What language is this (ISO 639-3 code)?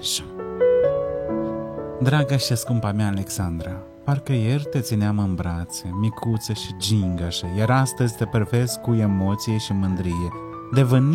ron